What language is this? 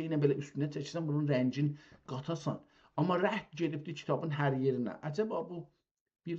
South Azerbaijani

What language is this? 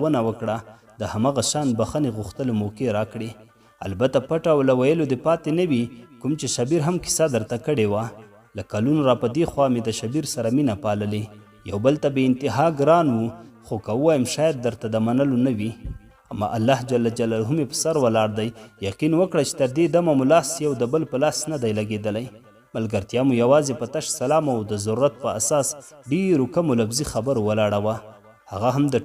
Pashto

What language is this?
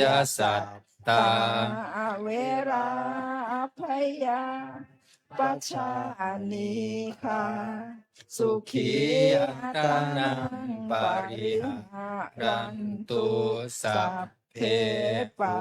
Pali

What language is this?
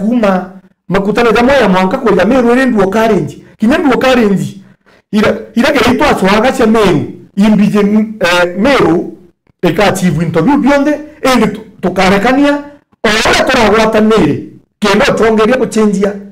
Meru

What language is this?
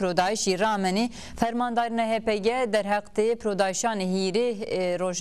Zaza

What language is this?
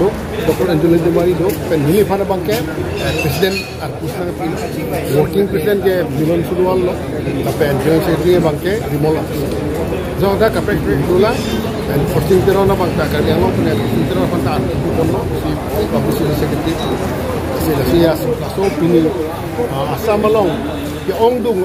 Karbi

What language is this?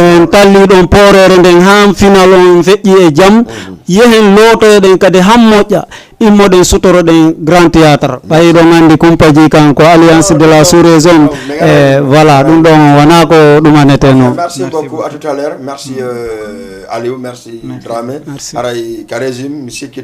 Fula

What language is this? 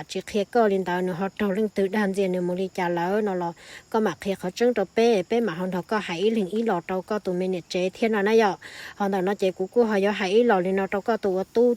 Hmong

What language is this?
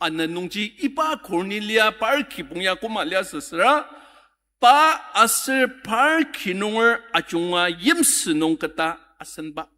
Ao Naga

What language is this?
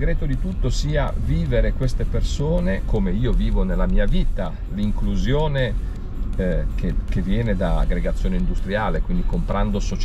Italian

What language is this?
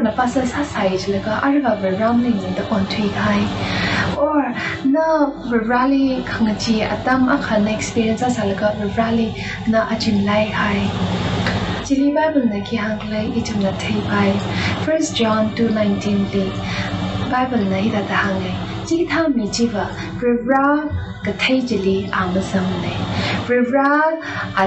Tangkhul Naga (India)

